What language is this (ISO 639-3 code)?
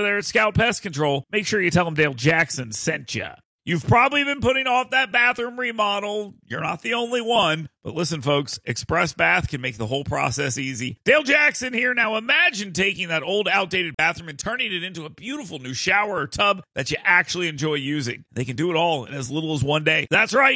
eng